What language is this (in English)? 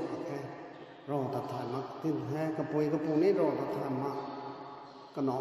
Rongmei Naga